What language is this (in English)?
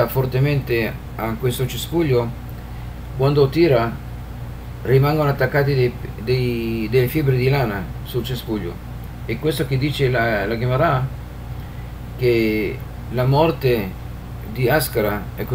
Italian